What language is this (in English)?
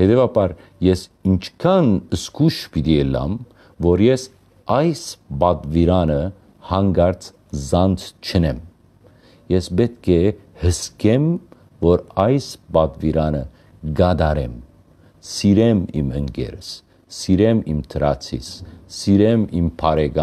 Western Armenian